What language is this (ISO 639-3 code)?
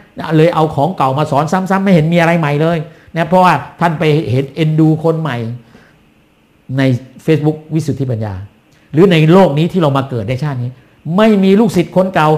tha